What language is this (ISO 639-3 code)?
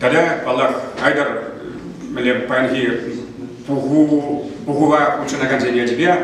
chv